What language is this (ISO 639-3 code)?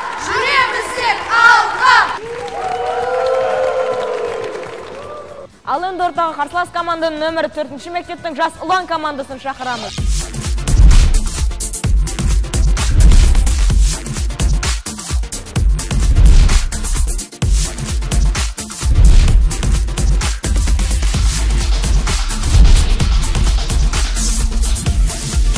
kaz